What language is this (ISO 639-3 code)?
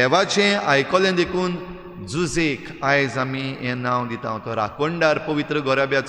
kok